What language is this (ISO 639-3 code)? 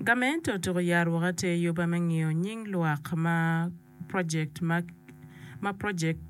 ach